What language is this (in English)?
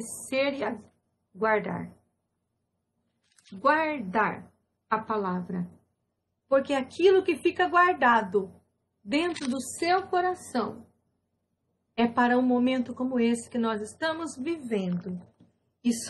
Portuguese